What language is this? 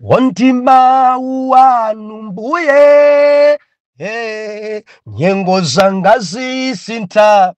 Nyanja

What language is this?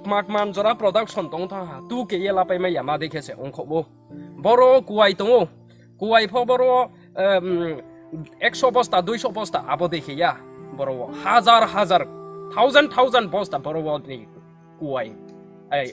Riang (India)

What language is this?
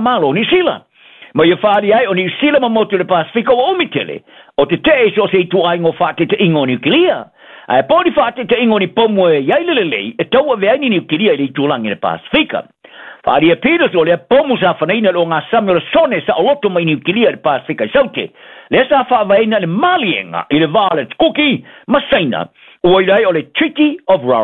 Samoan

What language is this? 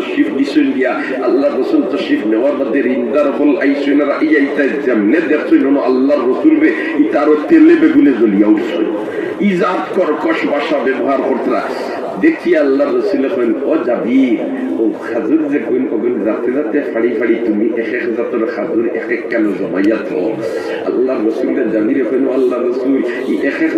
Sylheti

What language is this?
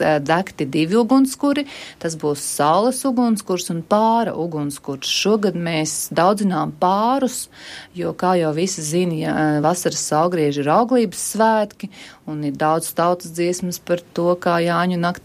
Latvian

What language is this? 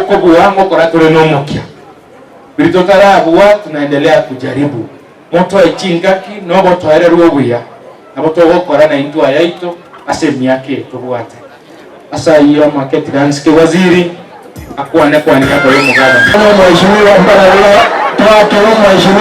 Gusii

